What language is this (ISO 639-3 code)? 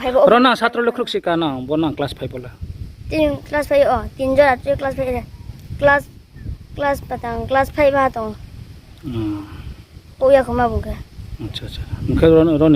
ria